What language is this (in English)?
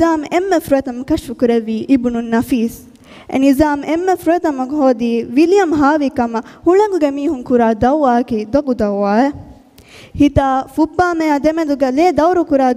Divehi